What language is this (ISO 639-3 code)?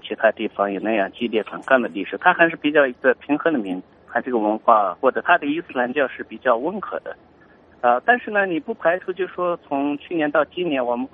zho